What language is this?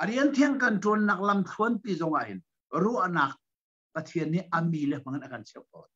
Hakha Chin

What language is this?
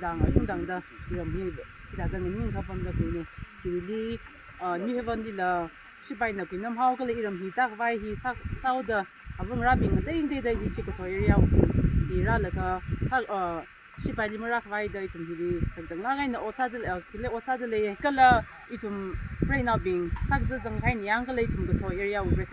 Tangkhul Naga (India)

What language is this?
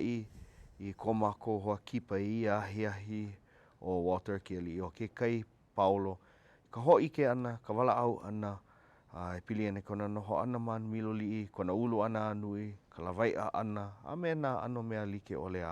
Hawaiian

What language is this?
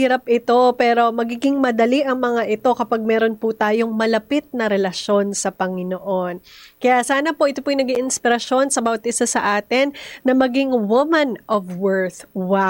Filipino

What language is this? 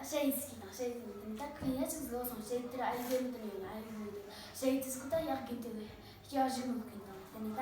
Amdo Tibetan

